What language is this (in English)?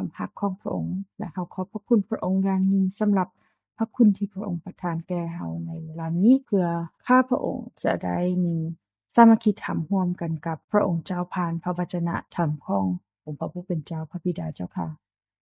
Lao